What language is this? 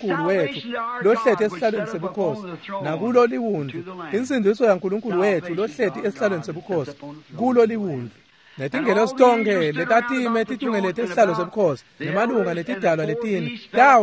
Swati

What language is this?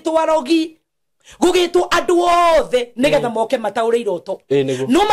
Kikuyu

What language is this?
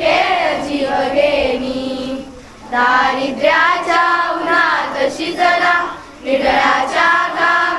Marathi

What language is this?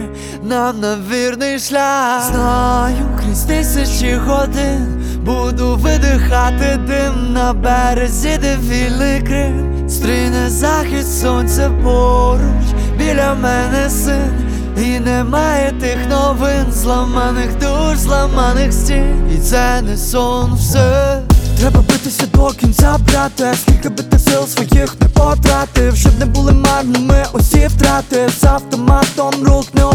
Ukrainian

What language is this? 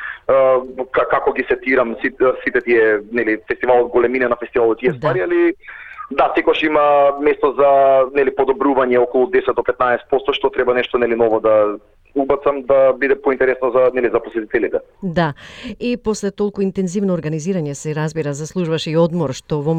Macedonian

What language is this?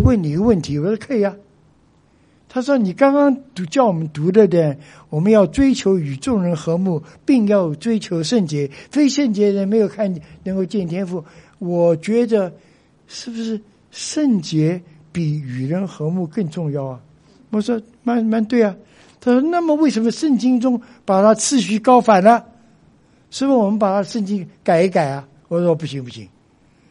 Chinese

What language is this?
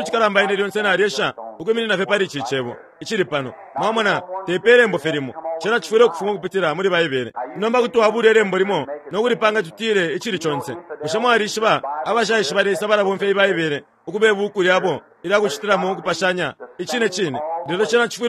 Bemba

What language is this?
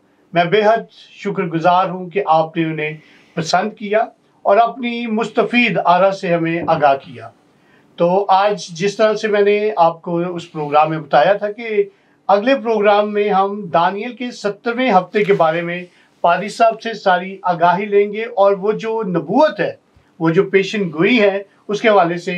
Urdu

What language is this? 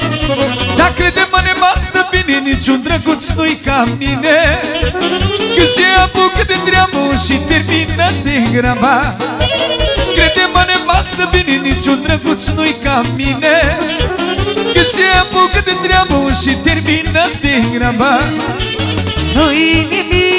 Romanian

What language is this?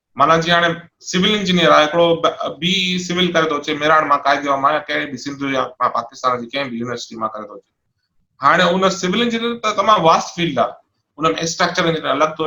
Sindhi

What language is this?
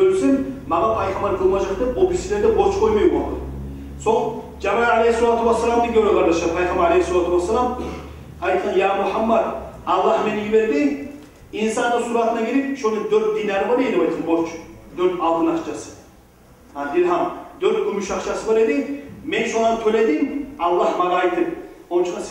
Kumyk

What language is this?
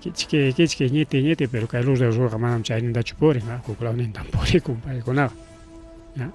Ayacucho Quechua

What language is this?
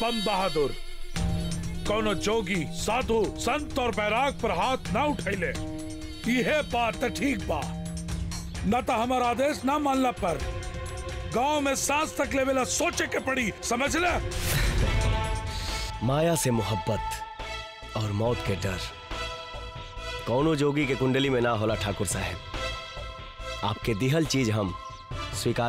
Bhojpuri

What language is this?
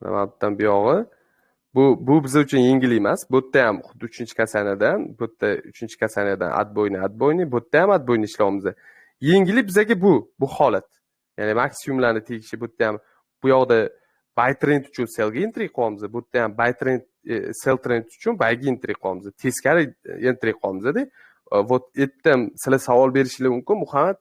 Uzbek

